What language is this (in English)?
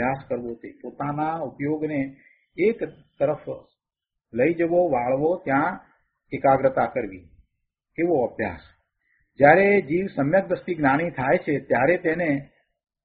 Gujarati